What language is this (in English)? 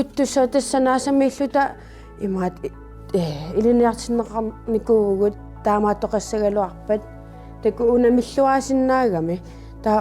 Kalaallisut